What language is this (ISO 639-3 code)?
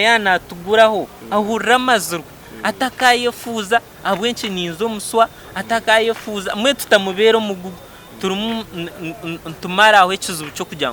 nyn